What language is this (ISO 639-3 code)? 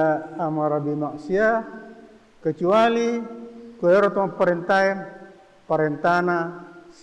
bug